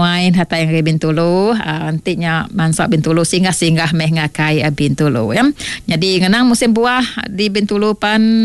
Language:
Iban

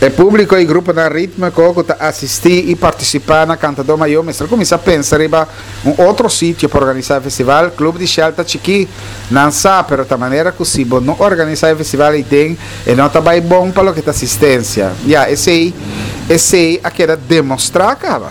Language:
Papiamento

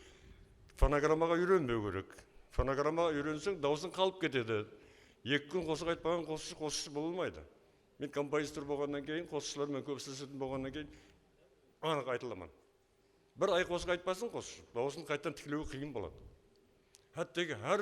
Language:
Kara-Kalpak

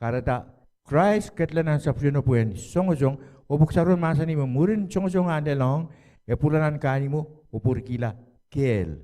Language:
Pohnpeian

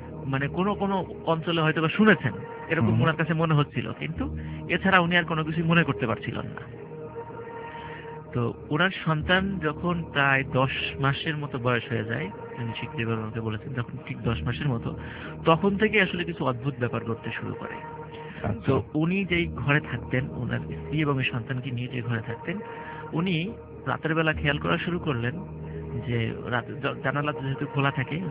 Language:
Bangla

